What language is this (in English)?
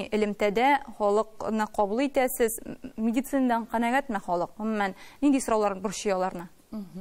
Tatar